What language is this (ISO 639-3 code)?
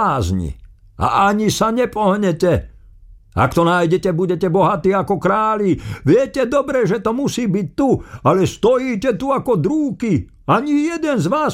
slk